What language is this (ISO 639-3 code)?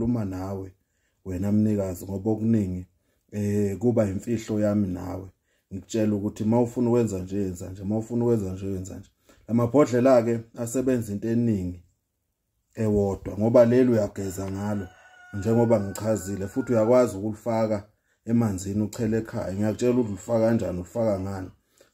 zul